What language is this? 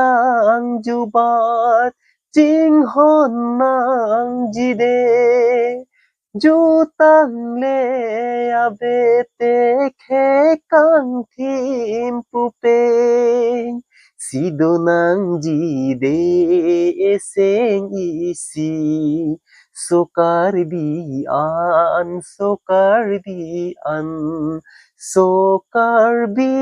Karbi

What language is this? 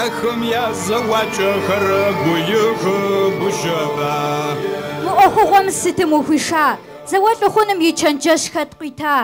Kabardian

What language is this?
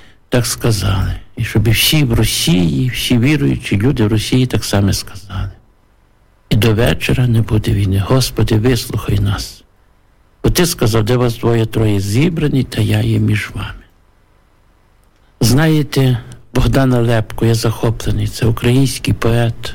Ukrainian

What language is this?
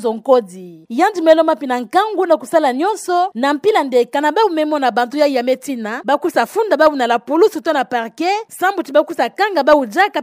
Kituba (Democratic Republic of Congo)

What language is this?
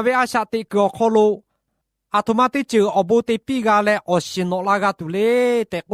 Lahu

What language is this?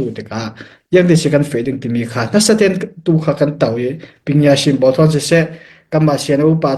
Falam Chin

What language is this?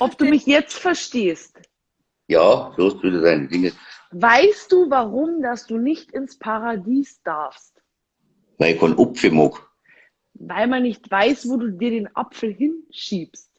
Bavarian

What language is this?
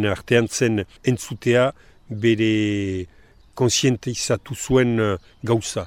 Basque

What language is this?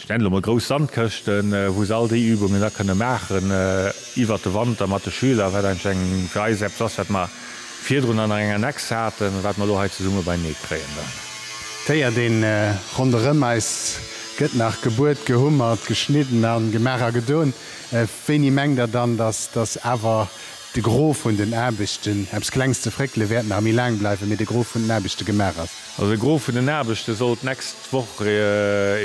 Luxembourgish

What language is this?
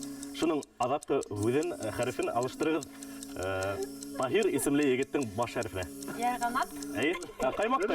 Bashkir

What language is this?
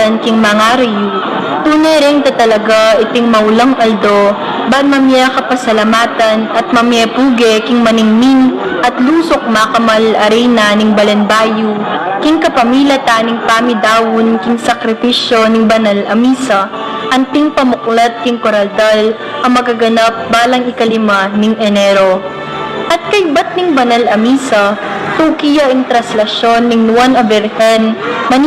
Pampanga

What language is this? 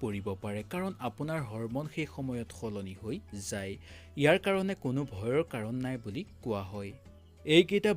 Assamese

